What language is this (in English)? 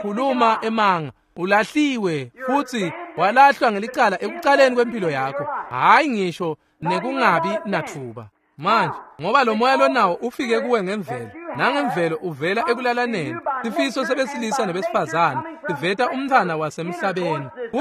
Swati